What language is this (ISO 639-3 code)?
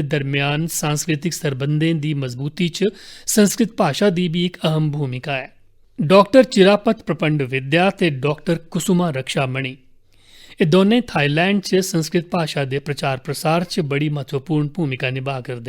doi